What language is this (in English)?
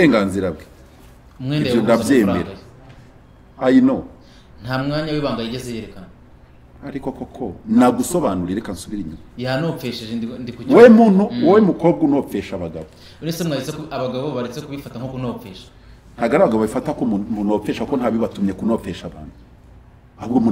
Kinyarwanda